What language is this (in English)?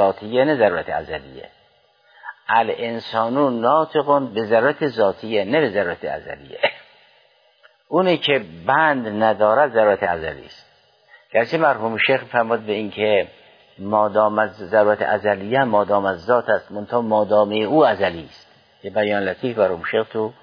Persian